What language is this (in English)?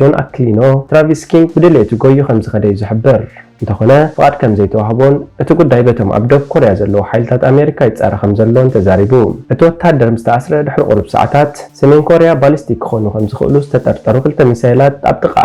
Tigrinya